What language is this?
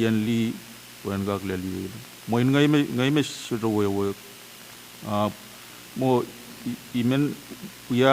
Pohnpeian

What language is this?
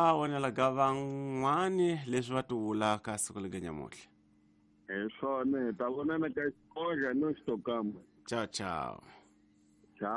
Tsonga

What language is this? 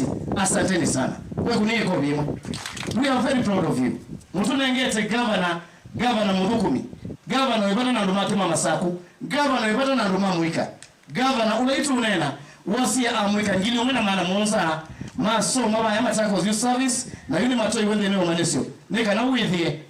Kamba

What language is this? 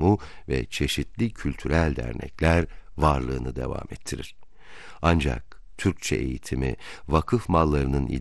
Turkish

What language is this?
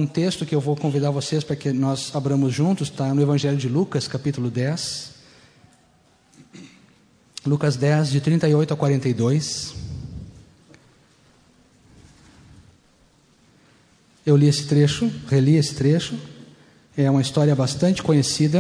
Portuguese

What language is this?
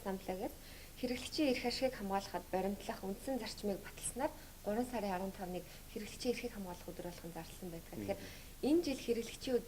Mongolian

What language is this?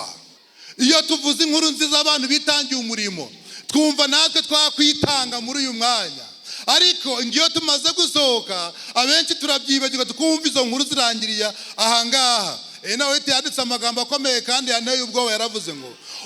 Kinyarwanda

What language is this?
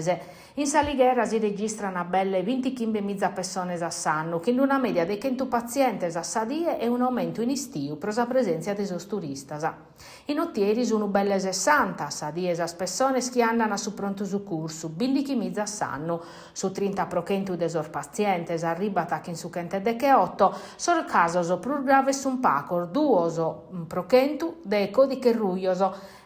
Sardinian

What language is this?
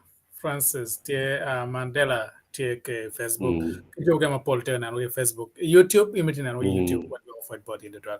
Acoli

